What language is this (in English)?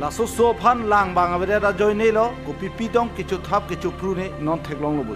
Karbi